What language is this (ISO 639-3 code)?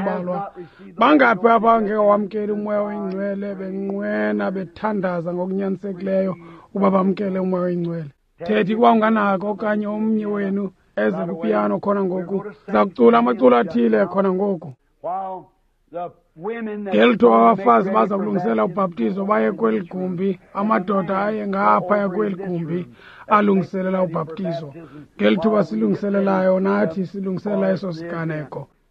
xho